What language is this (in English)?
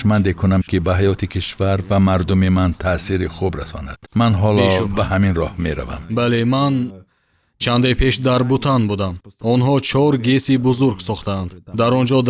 Tajik